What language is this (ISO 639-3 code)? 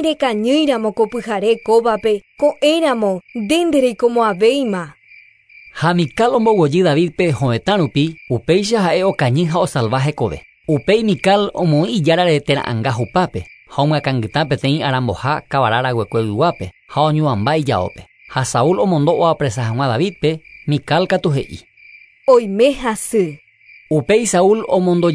grn